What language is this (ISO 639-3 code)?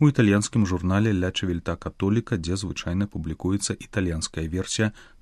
bel